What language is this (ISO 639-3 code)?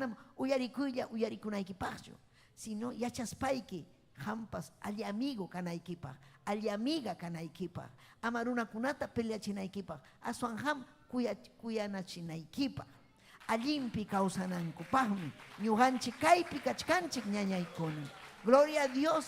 quy